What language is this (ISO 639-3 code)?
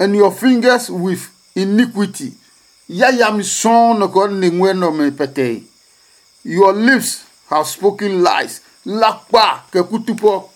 ada